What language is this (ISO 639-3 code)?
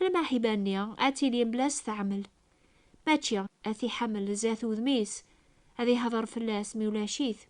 kab